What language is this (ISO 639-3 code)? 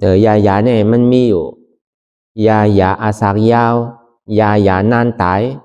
shn